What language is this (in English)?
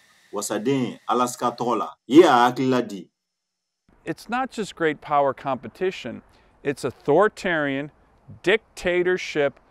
Bambara